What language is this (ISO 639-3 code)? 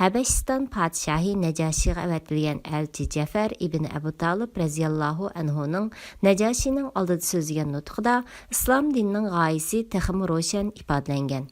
uig